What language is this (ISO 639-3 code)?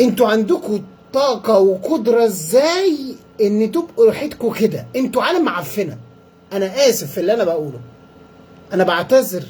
arz